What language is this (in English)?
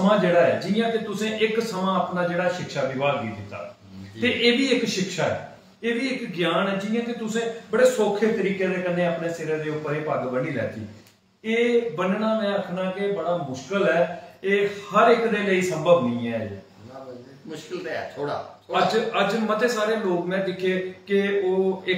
Dogri